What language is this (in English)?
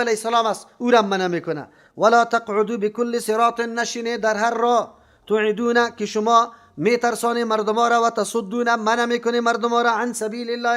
Persian